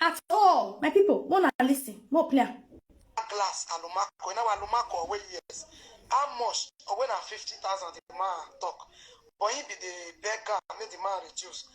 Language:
Nigerian Pidgin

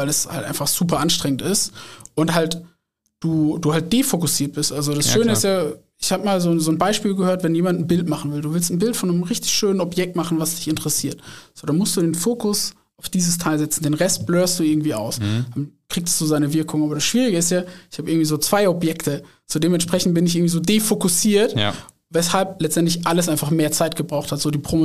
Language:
German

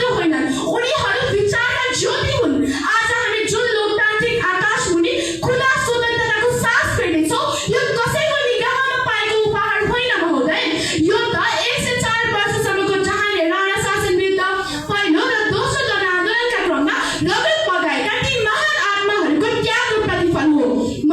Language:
Nepali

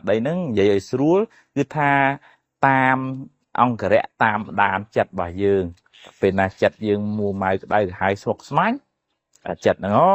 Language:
Khmer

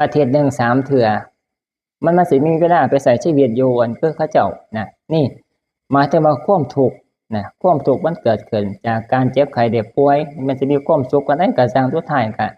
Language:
Northeastern Thai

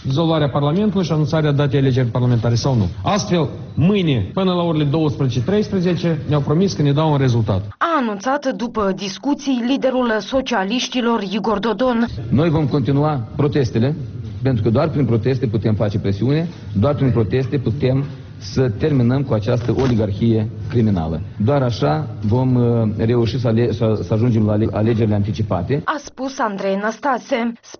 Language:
Romanian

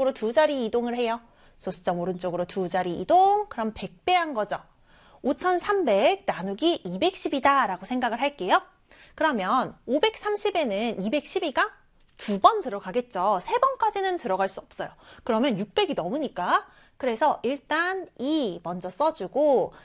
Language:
Korean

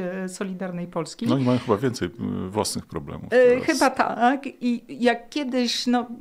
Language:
Polish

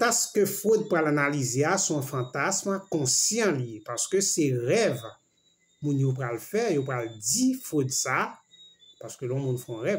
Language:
Haitian Creole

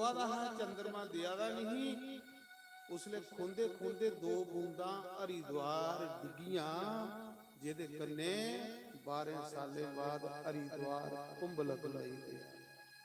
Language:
Dogri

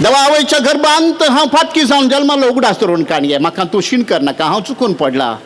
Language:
Konkani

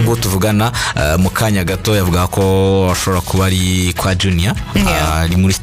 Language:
Kinyarwanda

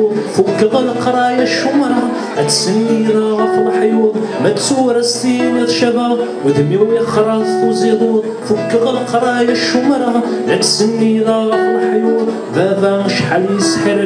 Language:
Kabyle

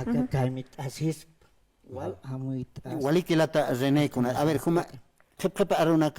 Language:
Aymara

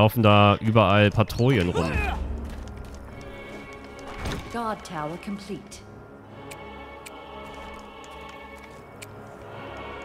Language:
German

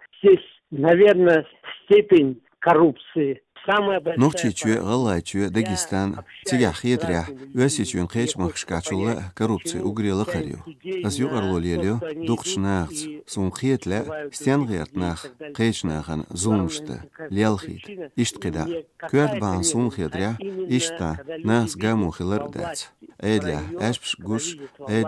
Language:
Chechen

